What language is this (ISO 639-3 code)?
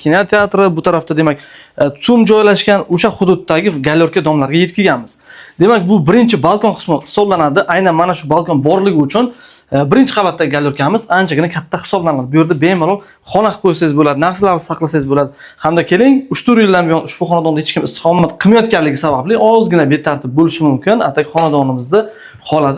uzb